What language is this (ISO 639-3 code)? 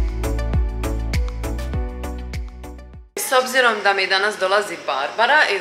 hrv